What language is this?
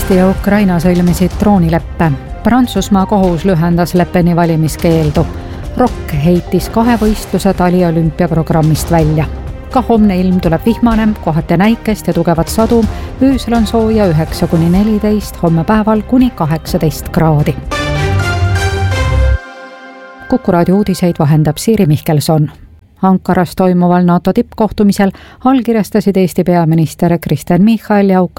Estonian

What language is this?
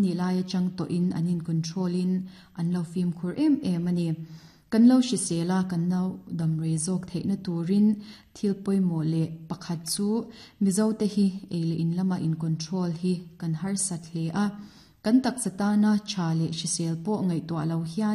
Mizo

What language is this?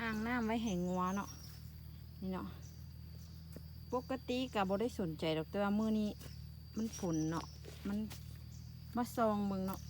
Lao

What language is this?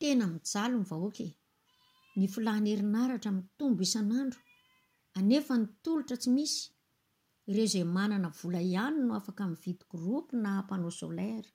Malagasy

